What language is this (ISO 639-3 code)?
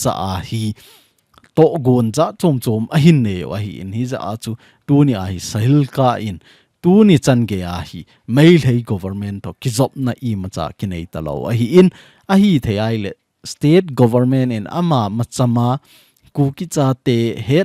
tcz